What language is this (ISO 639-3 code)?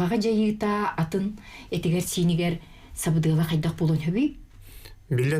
sah